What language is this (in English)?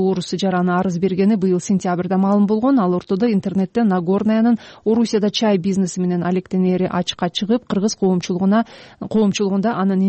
Kyrgyz